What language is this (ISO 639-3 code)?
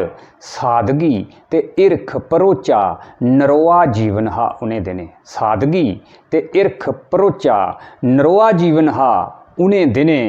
doi